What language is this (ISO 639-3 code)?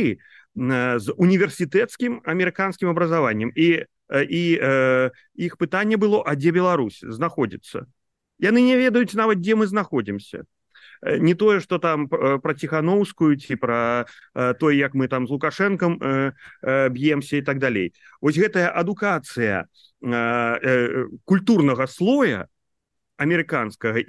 bel